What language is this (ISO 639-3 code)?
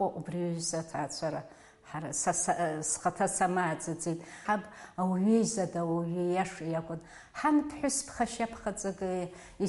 abk